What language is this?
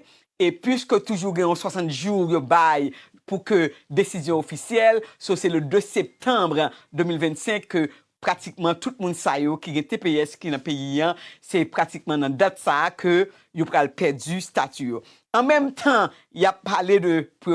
Haitian Creole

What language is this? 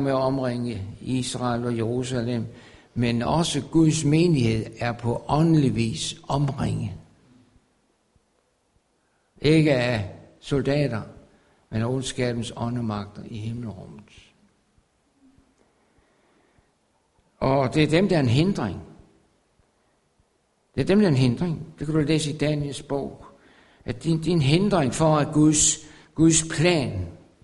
Danish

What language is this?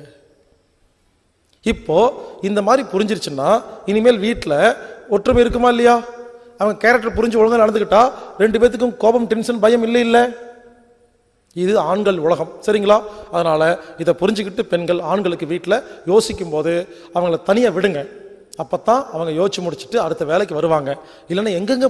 Tamil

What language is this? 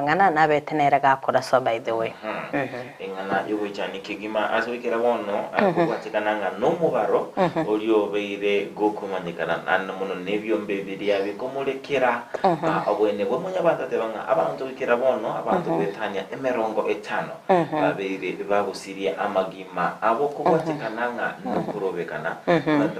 Gusii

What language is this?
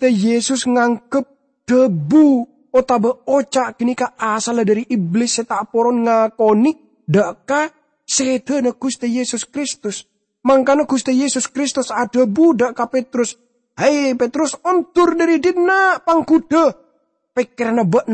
Madurese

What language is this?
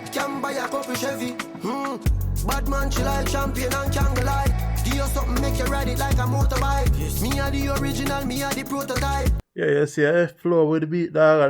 Jamaican Creole English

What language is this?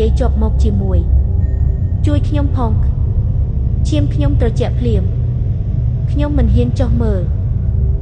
Khmer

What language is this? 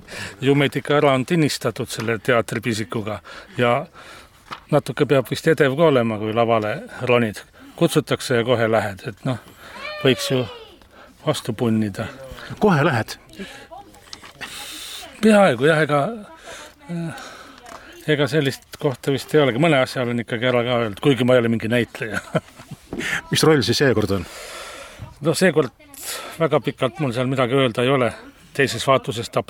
Estonian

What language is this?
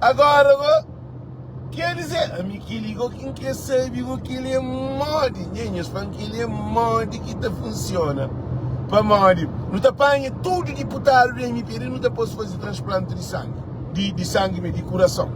Kabuverdianu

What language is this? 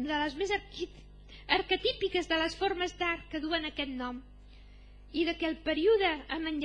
Catalan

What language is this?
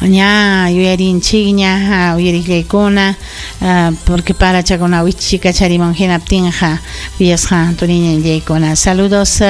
Ayacucho Quechua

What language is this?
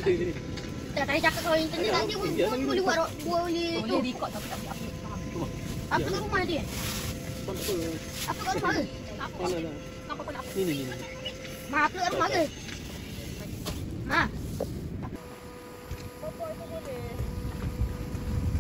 Malay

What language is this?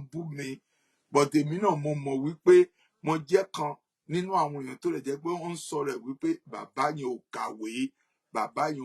Yoruba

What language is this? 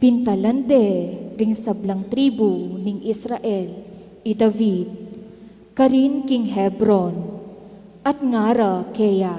Pampanga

